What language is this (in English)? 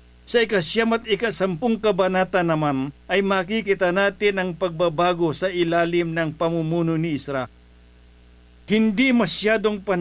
Filipino